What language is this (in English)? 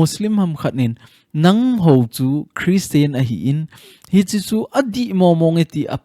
Thado Chin